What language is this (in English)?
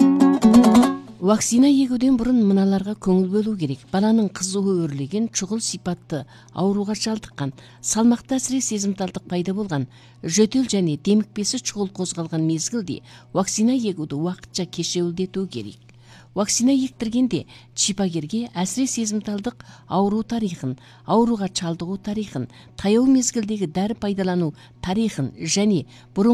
Kazakh